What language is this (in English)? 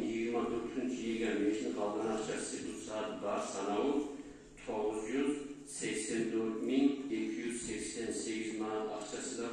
Kumyk